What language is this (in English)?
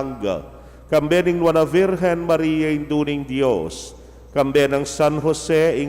Pampanga